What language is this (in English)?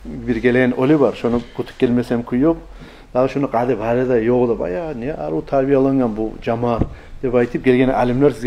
Kumyk